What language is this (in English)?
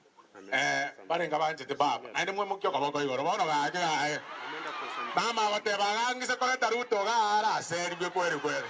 Gusii